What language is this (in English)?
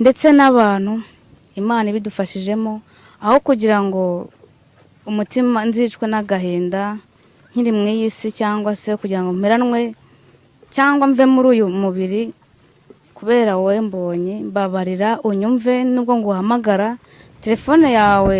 Kinyarwanda